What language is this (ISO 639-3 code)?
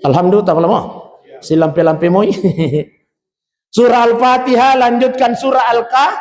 bug